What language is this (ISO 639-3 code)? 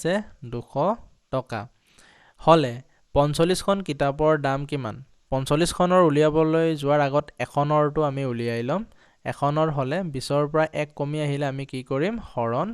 asm